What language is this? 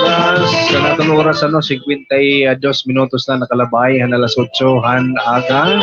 Waray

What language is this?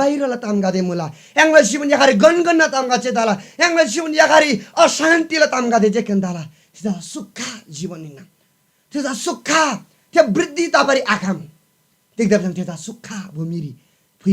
Eastern Tamang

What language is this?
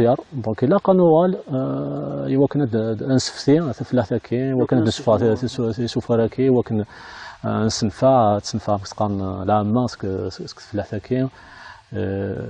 Kabyle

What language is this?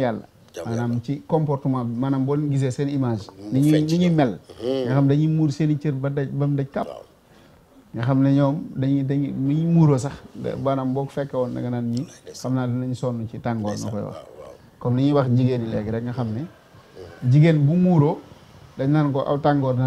Wolof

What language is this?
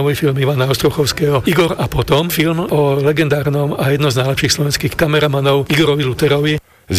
Slovak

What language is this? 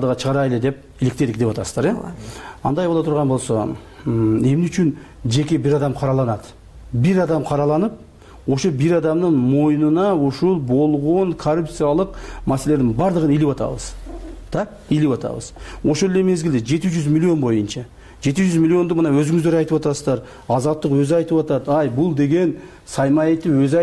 Kyrgyz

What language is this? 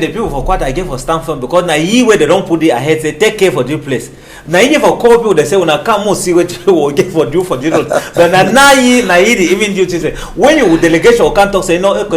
Cameroon Pidgin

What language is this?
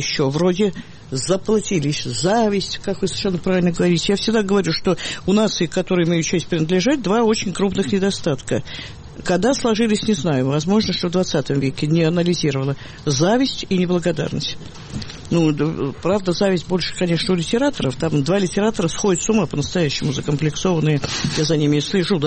Russian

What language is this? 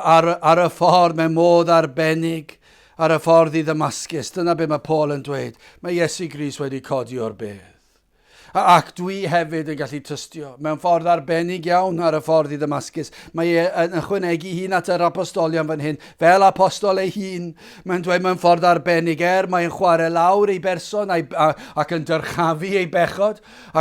Welsh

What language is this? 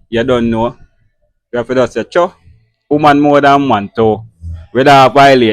Jamaican Creole English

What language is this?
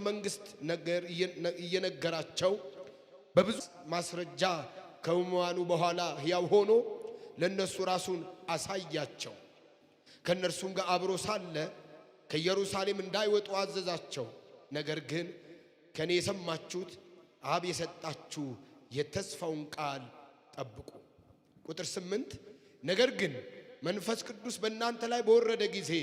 Amharic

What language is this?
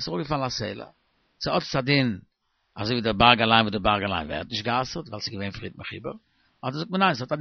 Yiddish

